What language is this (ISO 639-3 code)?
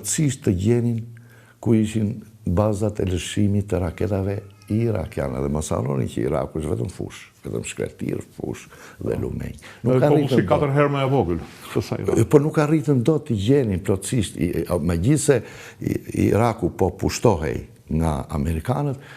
sqi